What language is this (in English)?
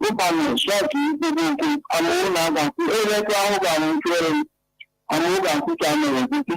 Ewe